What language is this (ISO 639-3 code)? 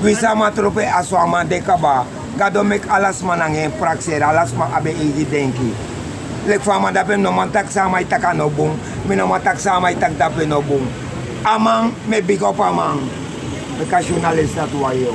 srn